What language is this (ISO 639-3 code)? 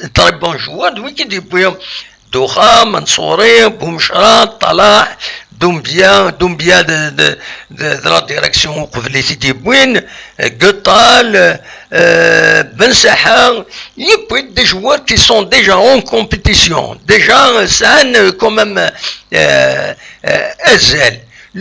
kab